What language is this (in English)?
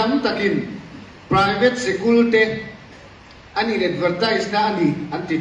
Mizo